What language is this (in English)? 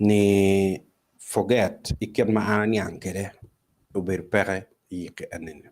Acoli